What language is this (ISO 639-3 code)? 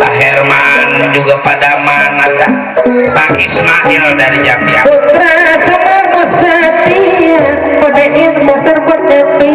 bew